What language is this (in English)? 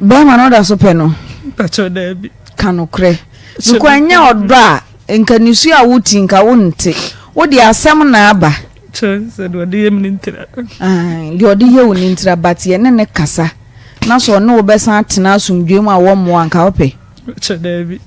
Akan